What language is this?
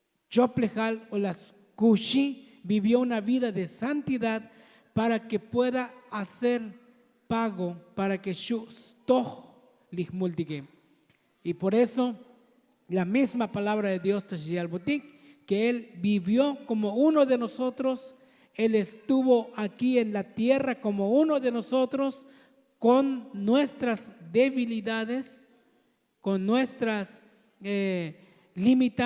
Tzotzil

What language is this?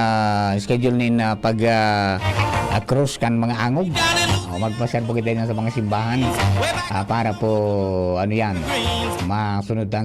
Bikol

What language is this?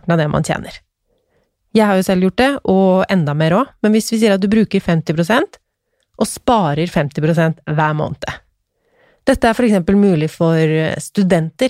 Norwegian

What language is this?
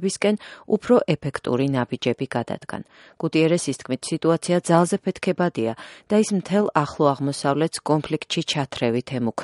Georgian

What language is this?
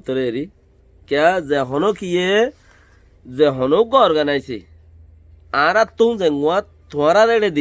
Rohingya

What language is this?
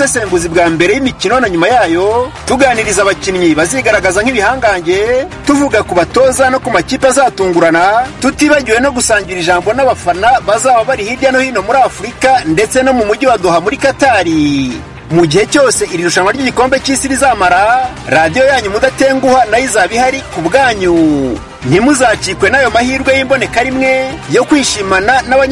Kinyarwanda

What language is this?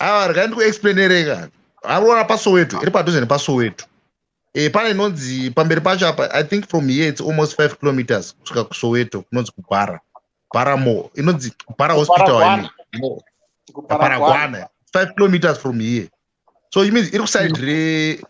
Shona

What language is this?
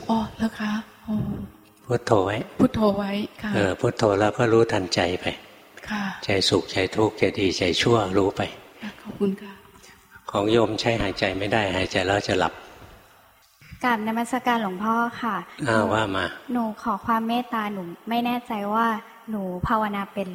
Thai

